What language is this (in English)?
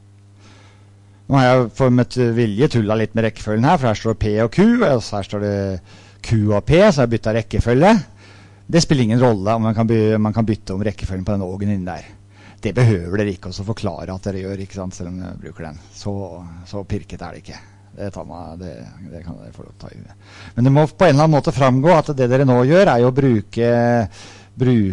Norwegian